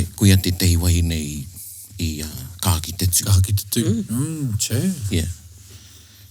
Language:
Māori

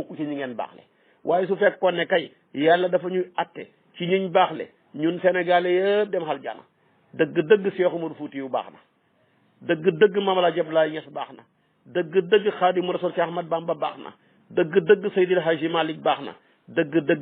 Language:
Wolof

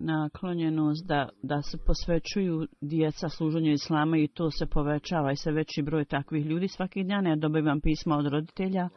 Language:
Bosnian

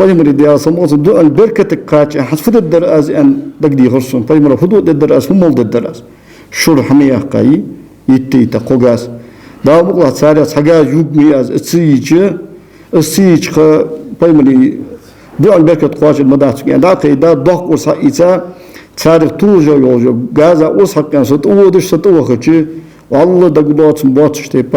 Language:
Ingush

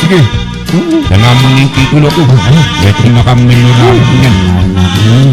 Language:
Pampanga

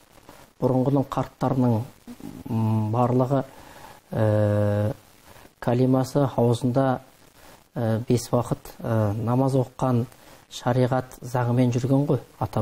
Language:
Kazakh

